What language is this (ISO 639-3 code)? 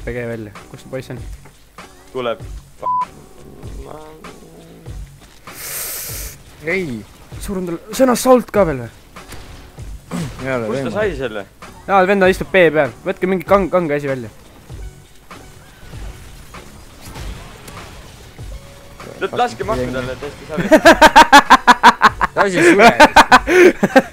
est